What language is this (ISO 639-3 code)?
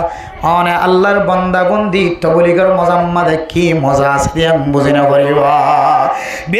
rhg